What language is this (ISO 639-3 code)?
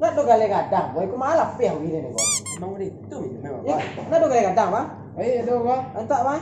min